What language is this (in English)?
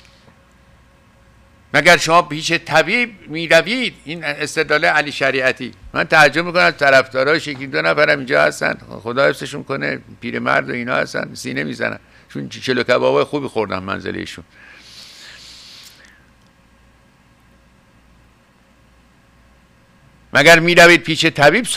Persian